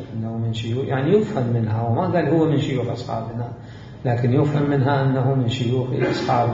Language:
Mesopotamian Arabic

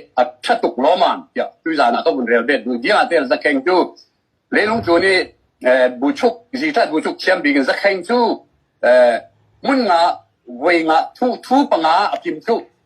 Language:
Hakha Chin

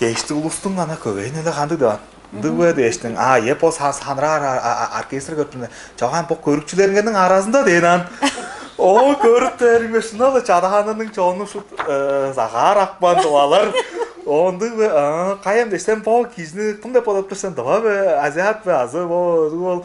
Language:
Tuvinian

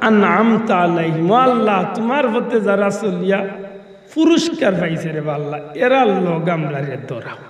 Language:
Sylheti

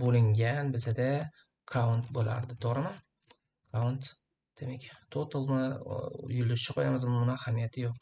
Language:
Uzbek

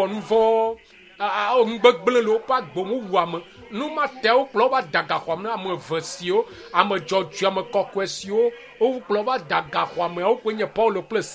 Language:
Ewe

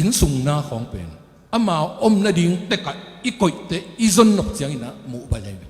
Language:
Tedim Chin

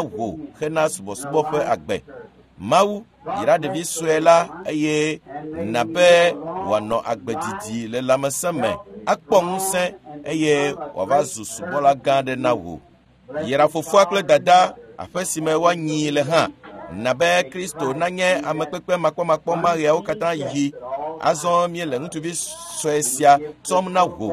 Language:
Ewe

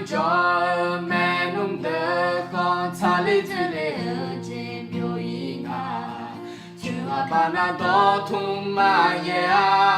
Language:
Akha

